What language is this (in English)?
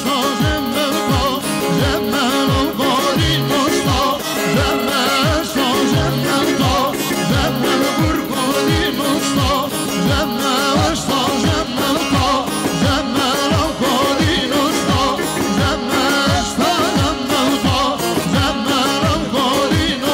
Kurdish